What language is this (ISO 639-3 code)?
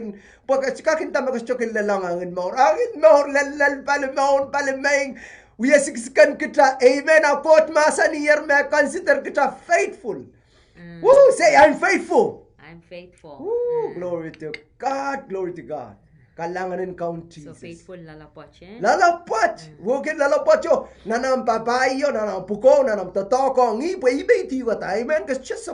pon